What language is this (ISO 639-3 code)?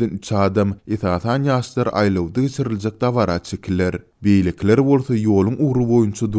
tuk